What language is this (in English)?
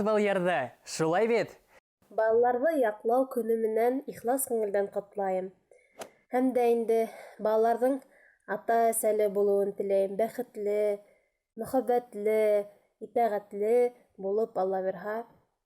Bashkir